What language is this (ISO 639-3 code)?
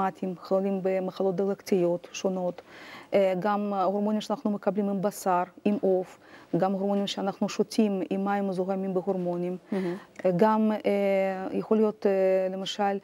heb